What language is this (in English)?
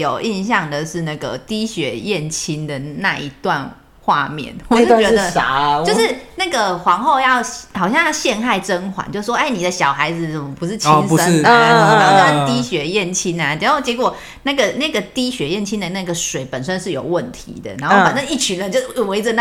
Chinese